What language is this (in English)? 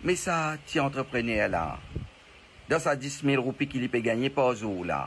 Morisyen